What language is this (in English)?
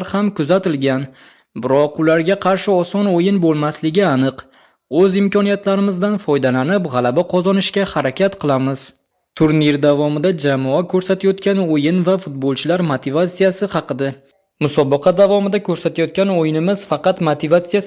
Uzbek